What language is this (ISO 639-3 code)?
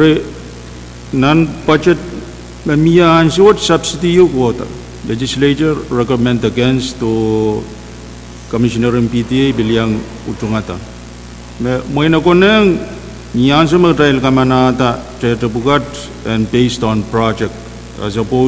pon